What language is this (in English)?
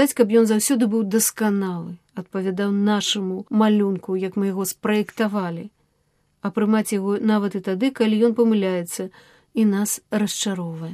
Belarusian